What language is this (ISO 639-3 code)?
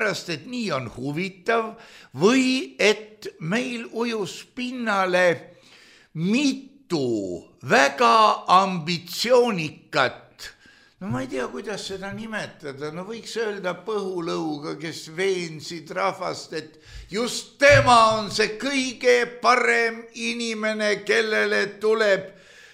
est